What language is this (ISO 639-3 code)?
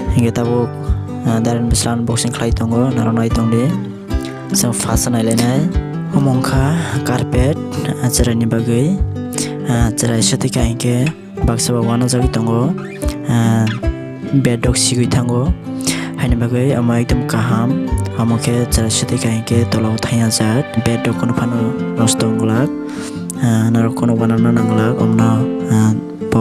trp